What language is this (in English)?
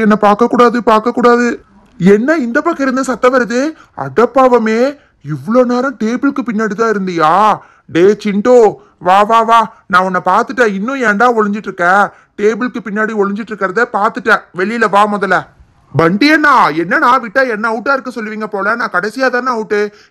Tamil